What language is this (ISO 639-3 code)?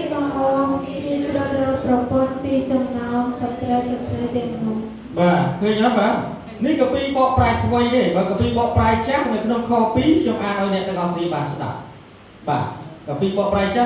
khm